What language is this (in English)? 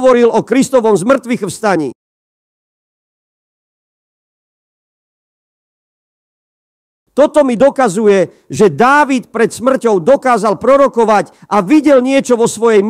Slovak